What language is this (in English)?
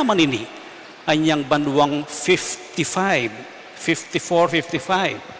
Pampanga